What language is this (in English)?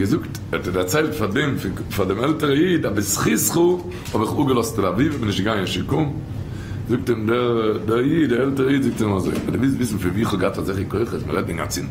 Yiddish